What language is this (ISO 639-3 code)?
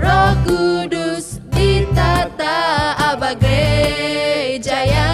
iba